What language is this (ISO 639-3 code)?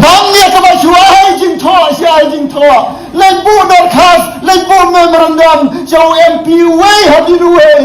kha